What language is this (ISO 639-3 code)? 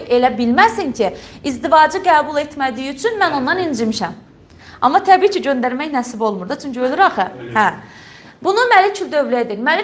aze